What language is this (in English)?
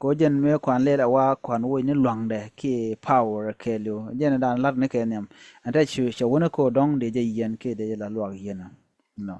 Nuer